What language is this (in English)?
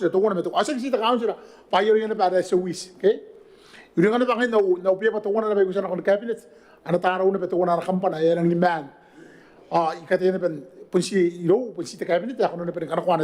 Gilbertese